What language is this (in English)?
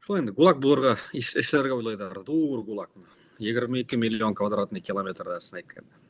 Bashkir